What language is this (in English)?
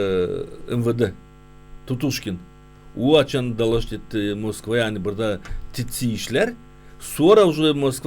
Gagauz